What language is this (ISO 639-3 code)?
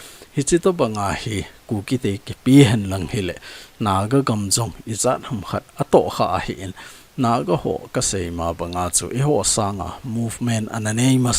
tcz